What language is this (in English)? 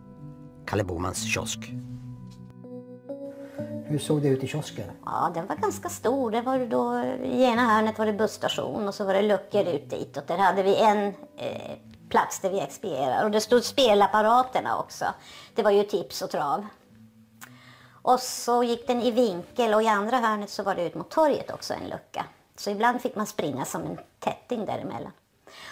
Swedish